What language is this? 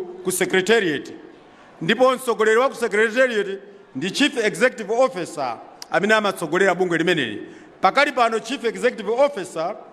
Nyanja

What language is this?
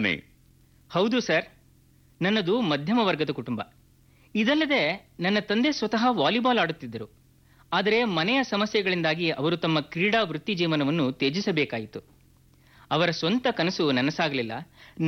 Kannada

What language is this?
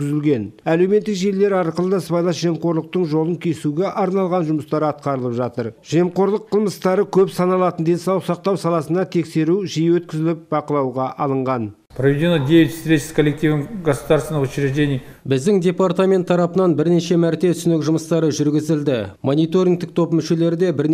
Kazakh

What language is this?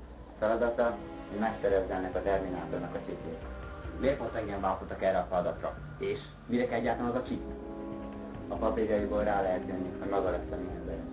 Hungarian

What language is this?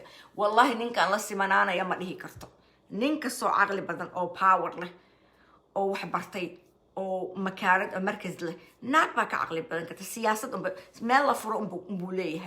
Somali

